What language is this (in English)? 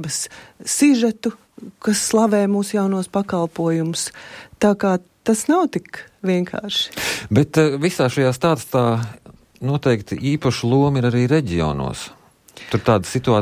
Latvian